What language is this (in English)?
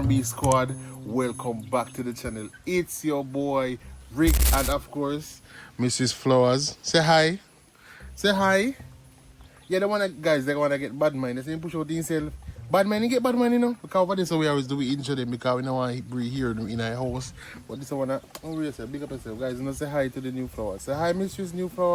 Jamaican Creole English